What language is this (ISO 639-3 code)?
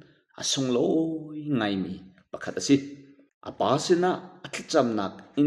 cnh